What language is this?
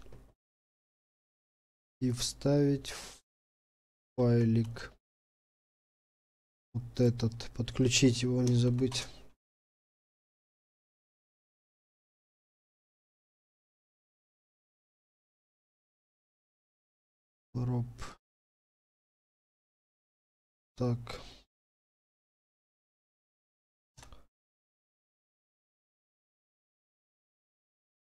Russian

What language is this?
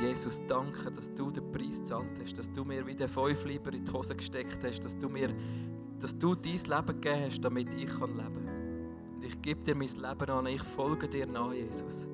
Swiss German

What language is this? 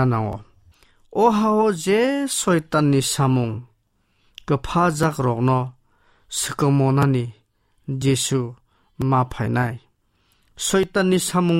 Kok Borok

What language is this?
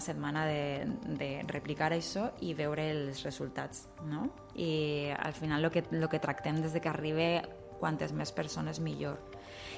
Catalan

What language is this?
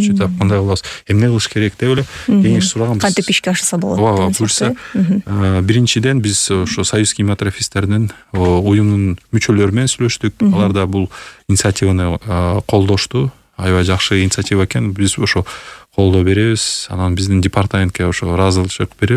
Kyrgyz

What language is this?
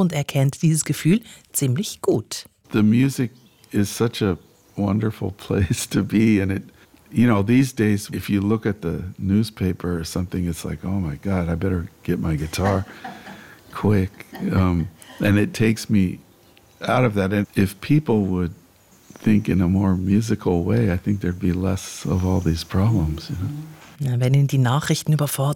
German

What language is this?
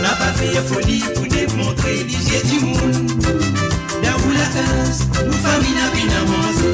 Morisyen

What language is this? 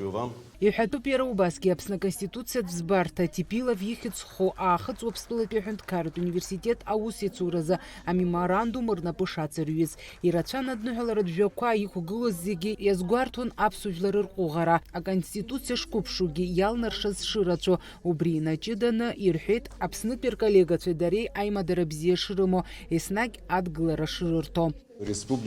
Abkhazian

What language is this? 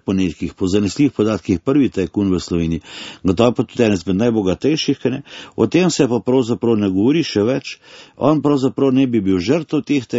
Slovenian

